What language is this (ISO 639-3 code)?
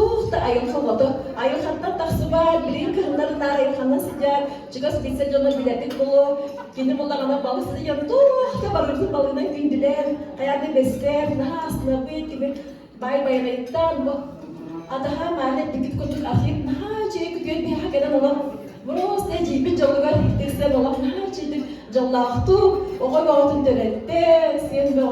sah